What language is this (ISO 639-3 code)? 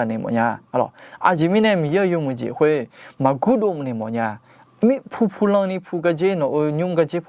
ahk